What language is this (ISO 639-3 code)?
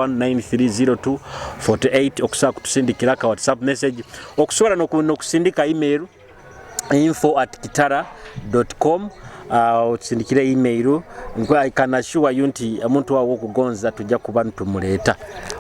nyo